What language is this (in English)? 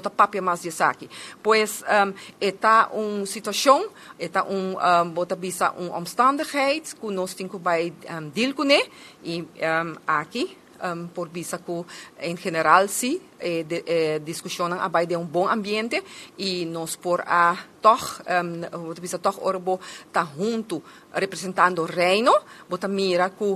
Papiamento